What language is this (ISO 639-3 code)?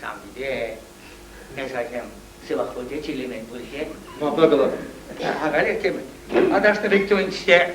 chv